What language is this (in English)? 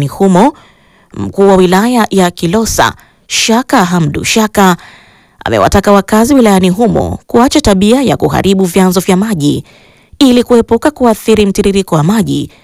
Swahili